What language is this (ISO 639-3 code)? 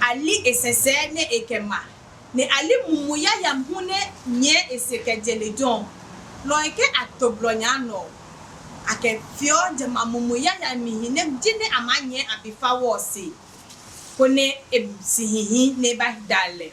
ada